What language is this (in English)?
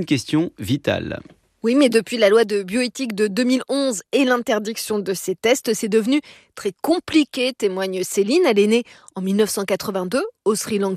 French